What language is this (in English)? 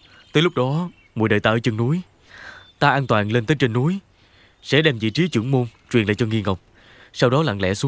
Vietnamese